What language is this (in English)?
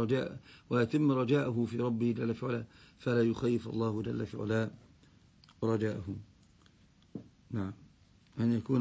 Arabic